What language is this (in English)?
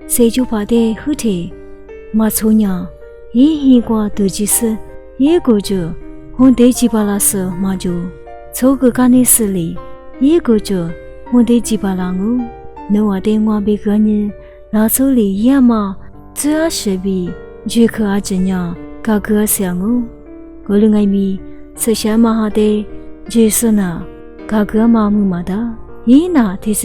Lisu